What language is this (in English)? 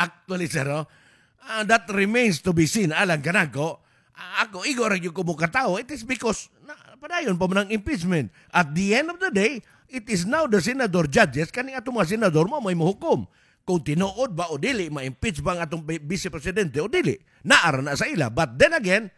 Cebuano